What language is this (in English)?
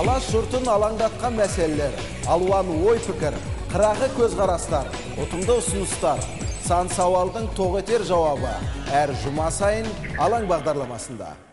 Kazakh